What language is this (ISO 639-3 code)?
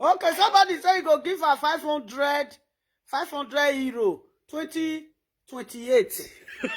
pcm